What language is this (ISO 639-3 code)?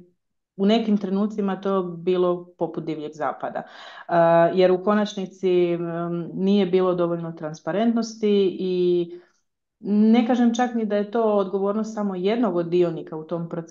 hrv